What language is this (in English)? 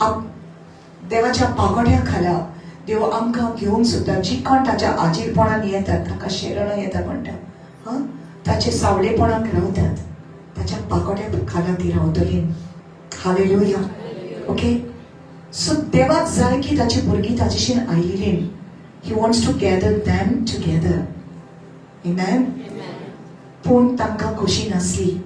Konkani